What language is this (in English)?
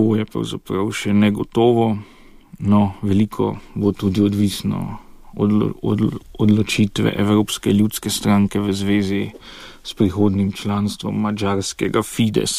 Slovenian